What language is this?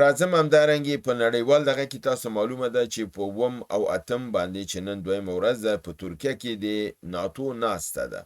Pashto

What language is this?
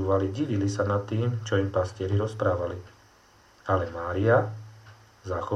Slovak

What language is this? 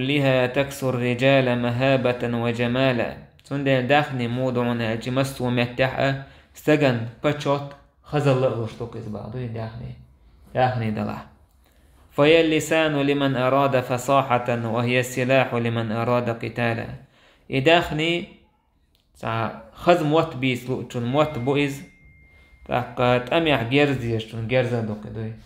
Chechen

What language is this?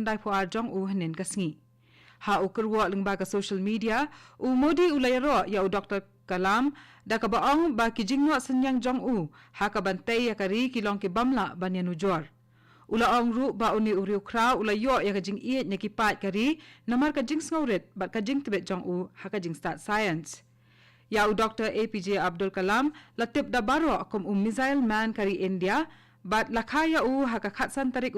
Khasi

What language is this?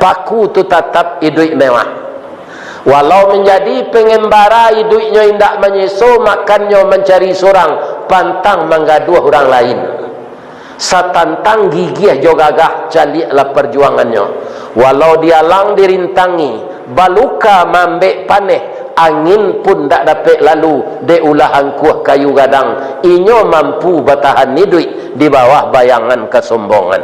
Minangkabau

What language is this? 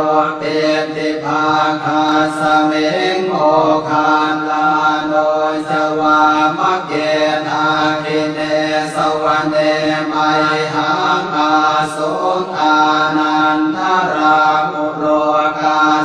Pali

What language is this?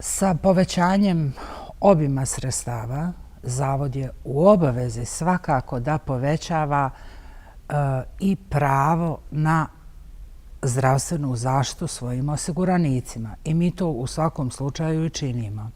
Bosnian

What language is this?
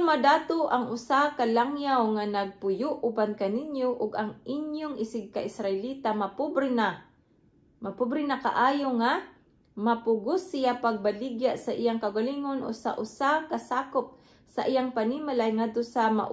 Cebuano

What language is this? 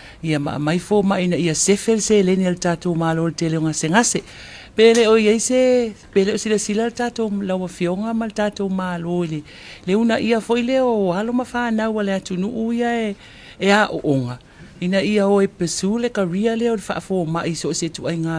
Samoan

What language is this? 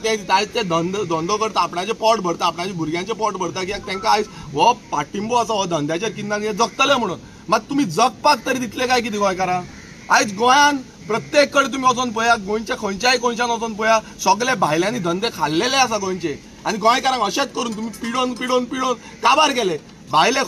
Konkani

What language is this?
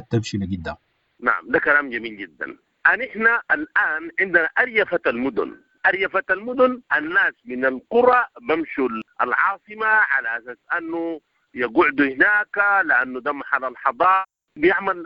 Sudanese Arabic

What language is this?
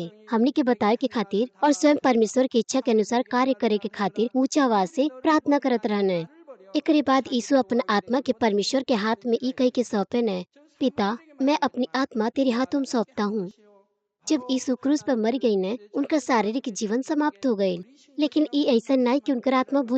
Bhojpuri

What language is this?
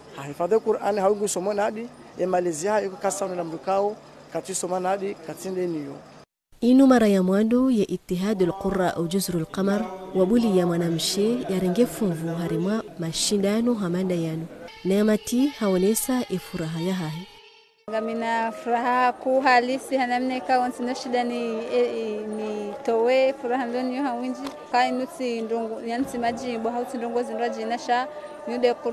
Ngazidja Comorian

